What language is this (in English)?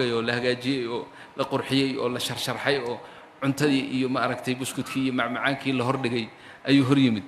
Somali